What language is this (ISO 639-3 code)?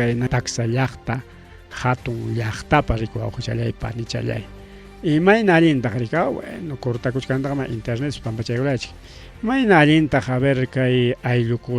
quy